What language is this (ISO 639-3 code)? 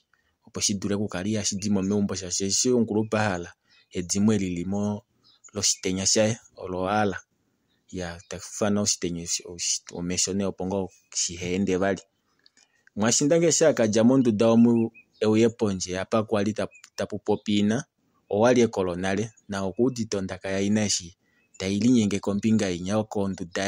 kua